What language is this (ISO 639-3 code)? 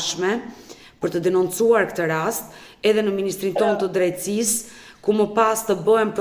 sqi